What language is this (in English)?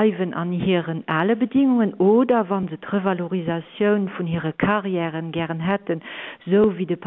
Luxembourgish